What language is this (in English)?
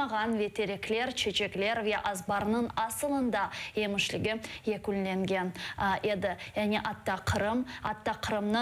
Crimean Tatar